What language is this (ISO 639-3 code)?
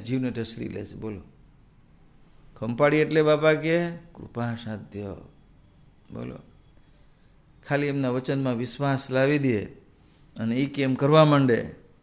guj